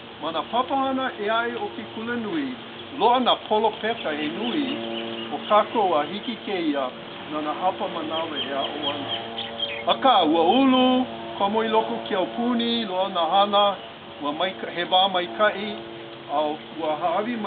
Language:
Hawaiian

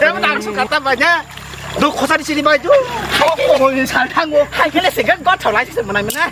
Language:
Kok Borok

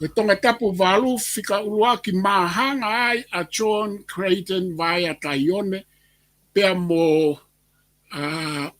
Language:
Tongan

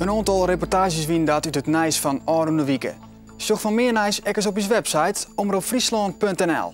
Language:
Western Frisian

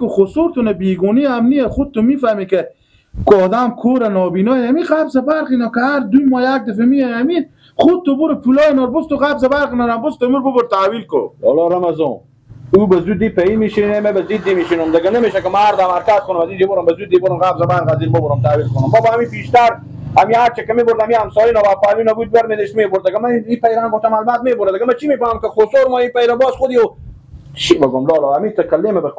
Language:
Persian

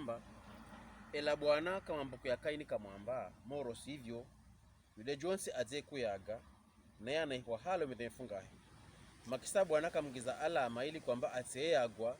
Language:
Pokomo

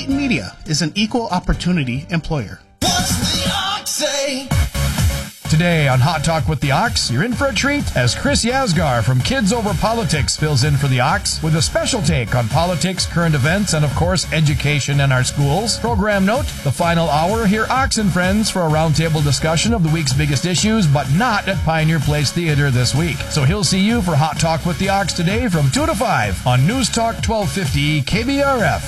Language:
English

